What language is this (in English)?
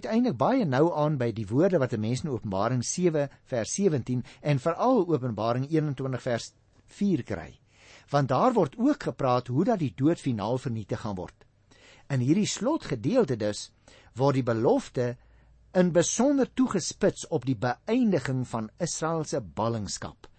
Afrikaans